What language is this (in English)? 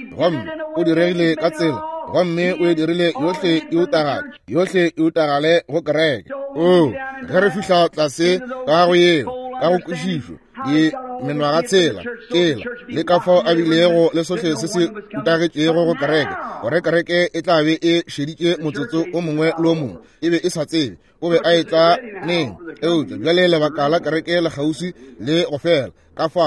Northern Sotho